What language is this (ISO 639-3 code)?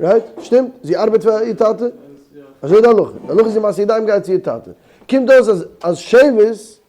yid